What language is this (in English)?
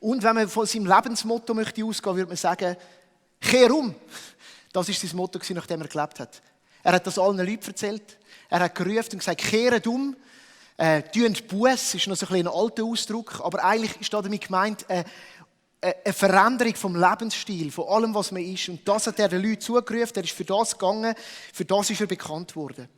Swiss German